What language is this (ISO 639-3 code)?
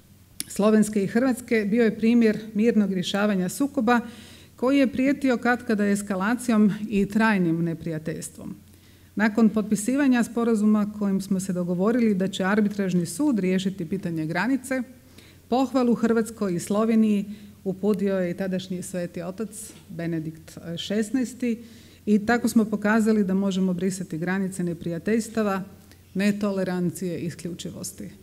hrv